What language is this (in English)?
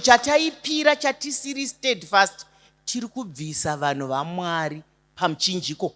Shona